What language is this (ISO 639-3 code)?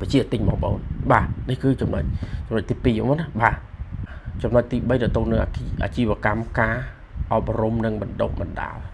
khm